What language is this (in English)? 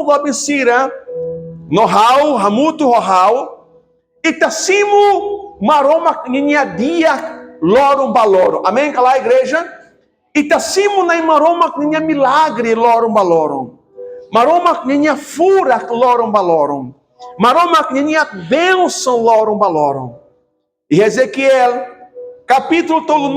Tetum